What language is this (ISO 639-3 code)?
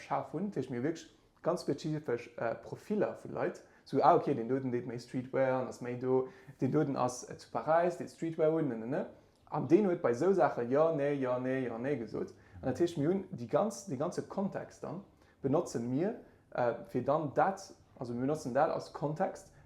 ltz